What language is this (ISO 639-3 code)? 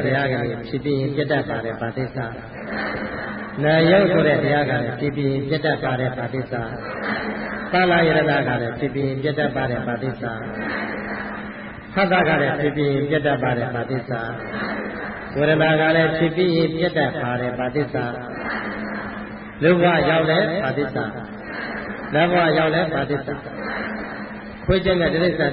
mya